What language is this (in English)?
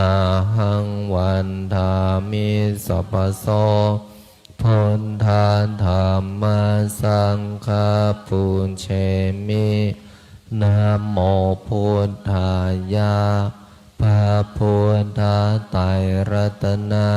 Pali